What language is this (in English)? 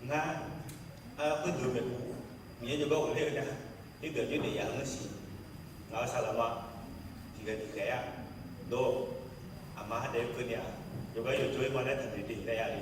Akha